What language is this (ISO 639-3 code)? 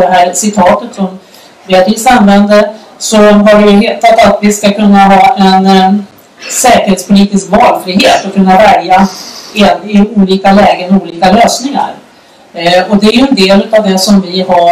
swe